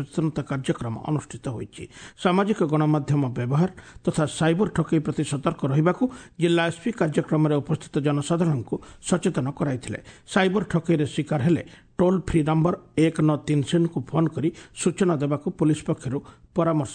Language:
Odia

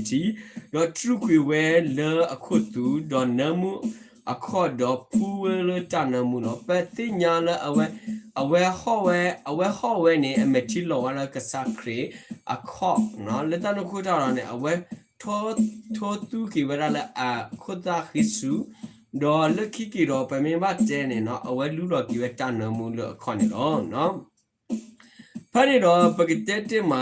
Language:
S'gaw Karen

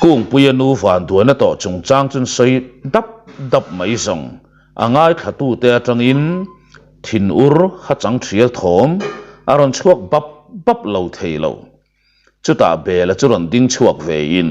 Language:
Mizo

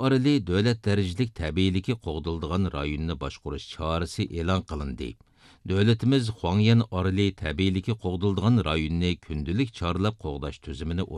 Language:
Uyghur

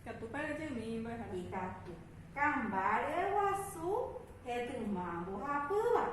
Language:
Guarani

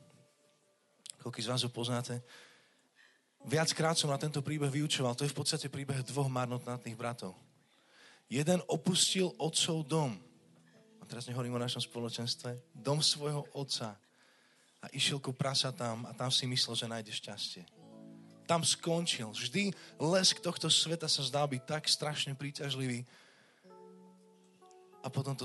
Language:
Slovak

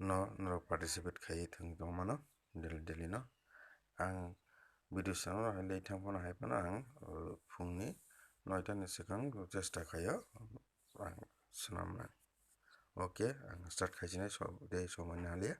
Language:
Kok Borok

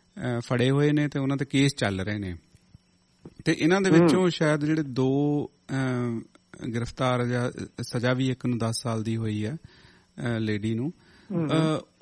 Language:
Punjabi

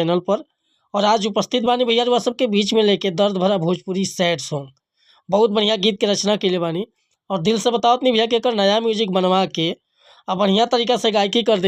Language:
Bhojpuri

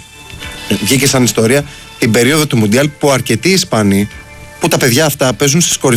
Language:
Greek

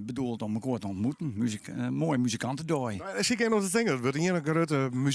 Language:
Western Frisian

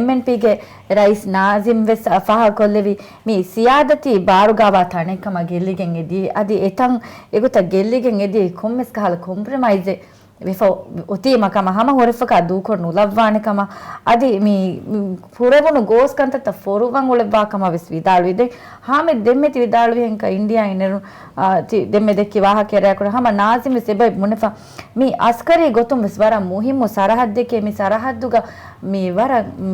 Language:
Divehi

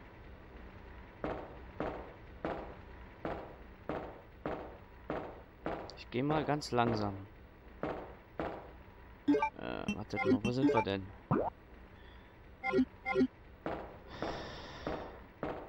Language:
German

